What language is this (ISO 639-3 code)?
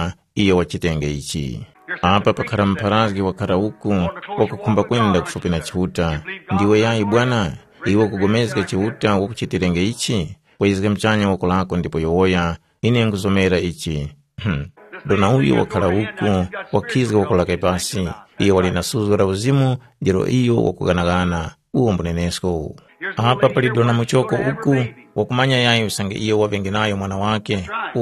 tum